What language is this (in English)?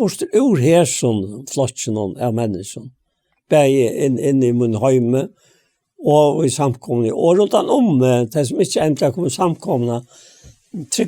Faroese